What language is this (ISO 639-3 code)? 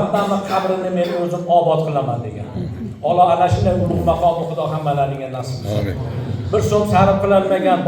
uzb